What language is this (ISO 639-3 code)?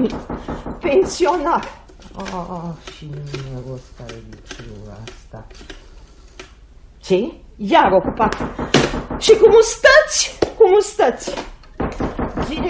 ron